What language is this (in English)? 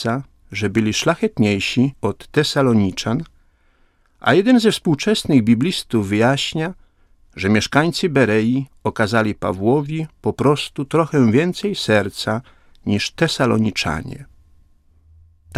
Polish